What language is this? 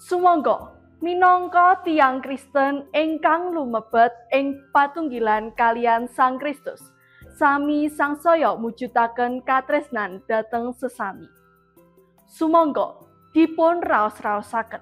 Javanese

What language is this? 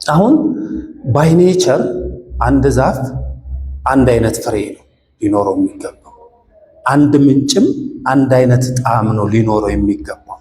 Amharic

